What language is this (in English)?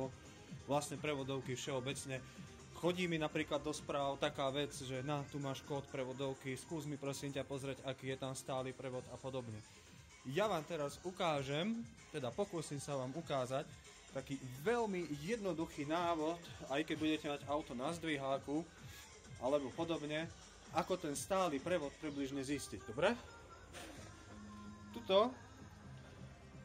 Slovak